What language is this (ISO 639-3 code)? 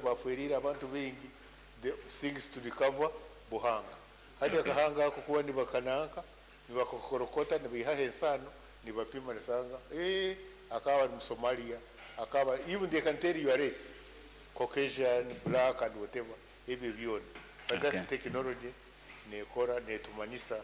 nyn